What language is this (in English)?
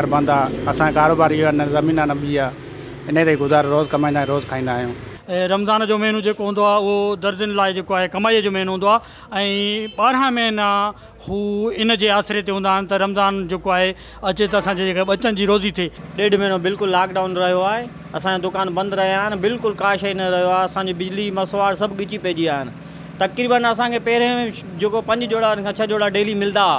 Sindhi